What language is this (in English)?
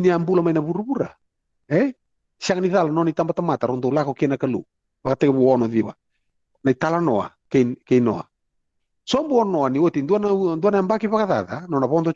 Fijian